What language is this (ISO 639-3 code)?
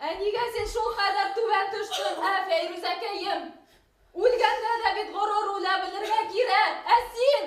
bak